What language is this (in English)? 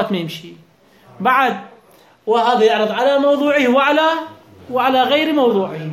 Mesopotamian Arabic